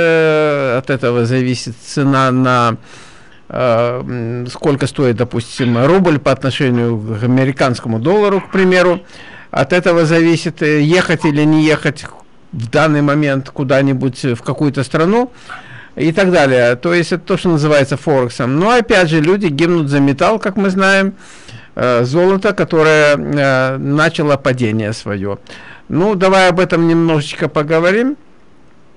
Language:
Russian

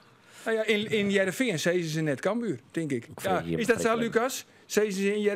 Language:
Western Frisian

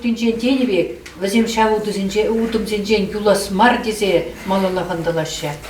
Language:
Chuvash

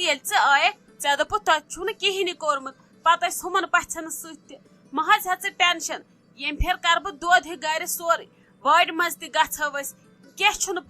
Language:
Kashmiri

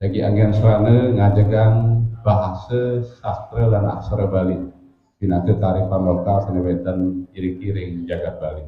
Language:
Balinese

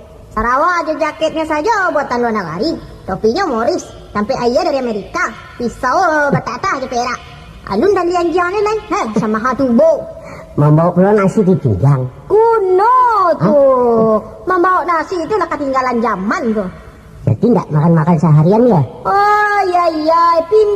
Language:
Minangkabau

